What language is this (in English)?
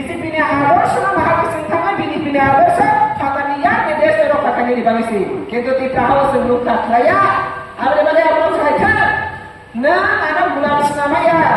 Riang (India)